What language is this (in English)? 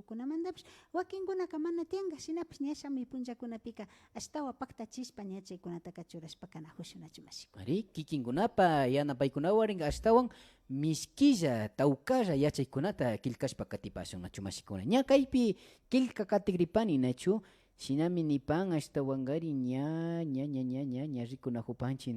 Imbabura Highland Quichua